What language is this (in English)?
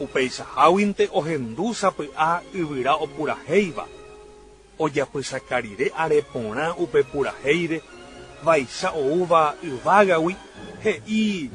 Guarani